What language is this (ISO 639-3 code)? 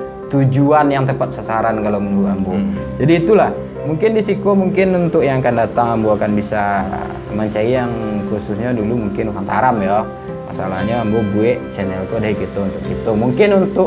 min